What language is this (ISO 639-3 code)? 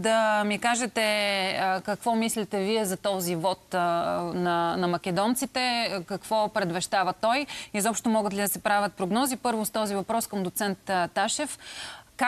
bul